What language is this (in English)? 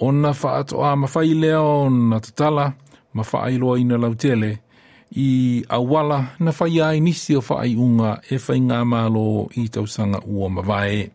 Samoan